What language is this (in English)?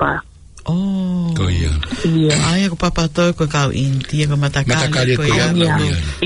Tongan